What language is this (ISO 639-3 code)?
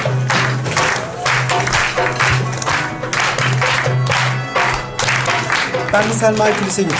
tur